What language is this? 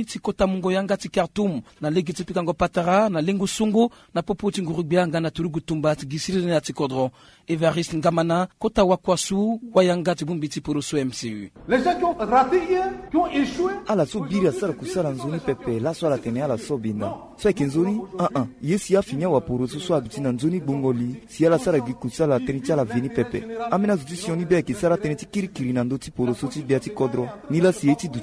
Sango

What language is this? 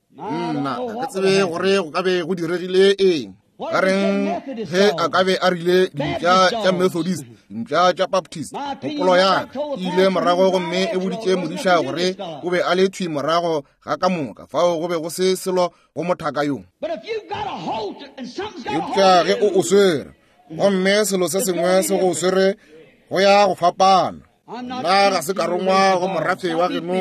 Northern Sotho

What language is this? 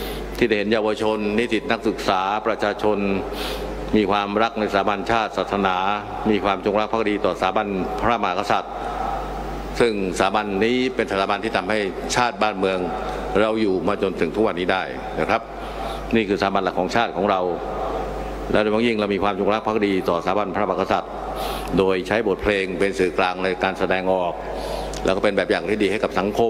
Thai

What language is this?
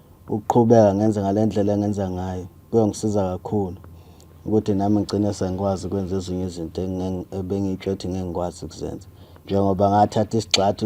Zulu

